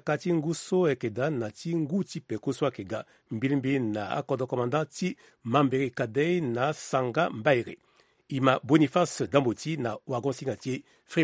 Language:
Sango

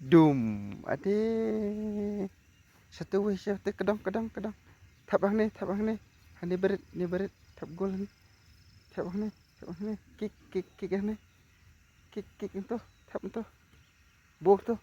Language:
Khasi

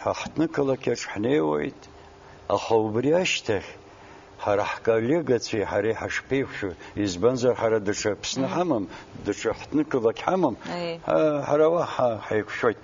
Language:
Abkhazian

